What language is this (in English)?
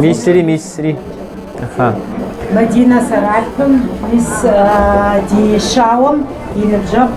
Kabardian